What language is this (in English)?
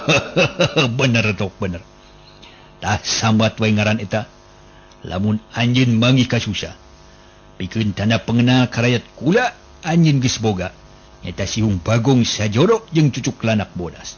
Sundanese